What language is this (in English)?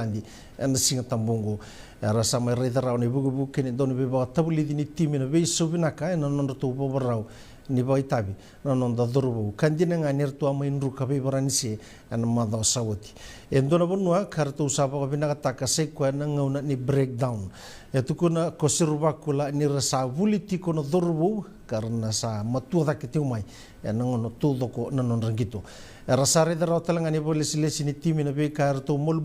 Fijian